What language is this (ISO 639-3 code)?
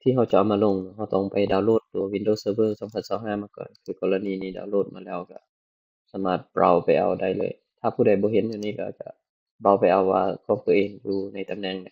lao